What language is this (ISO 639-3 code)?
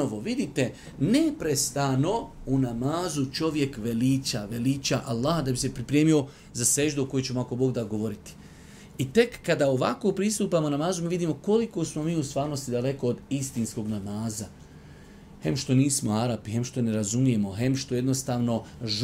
bos